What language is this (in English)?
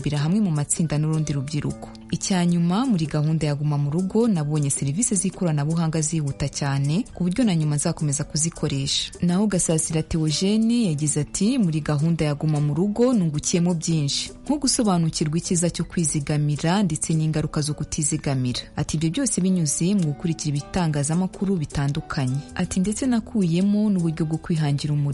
Kinyarwanda